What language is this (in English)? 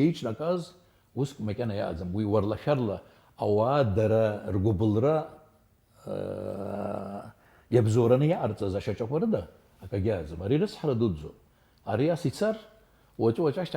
Abkhazian